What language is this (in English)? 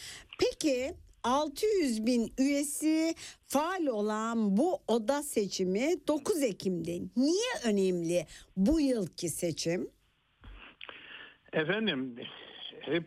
Turkish